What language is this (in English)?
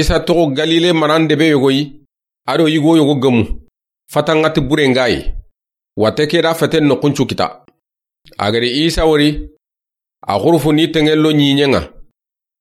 Soninke